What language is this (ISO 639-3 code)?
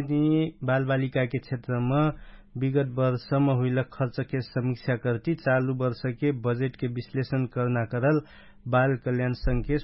thl